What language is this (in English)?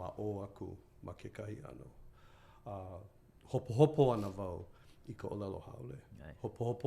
Hawaiian